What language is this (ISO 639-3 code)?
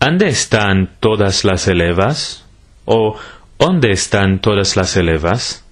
lad